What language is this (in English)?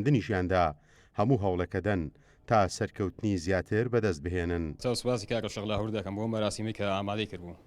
Central Kurdish